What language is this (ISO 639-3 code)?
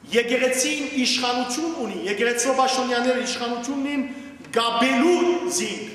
hyw